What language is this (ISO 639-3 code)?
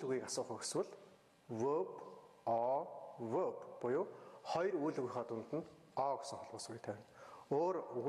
mon